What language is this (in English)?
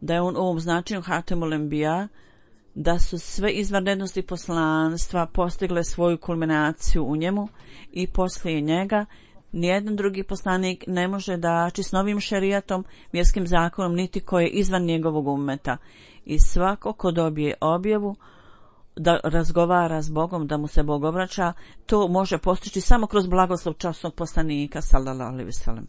Bosnian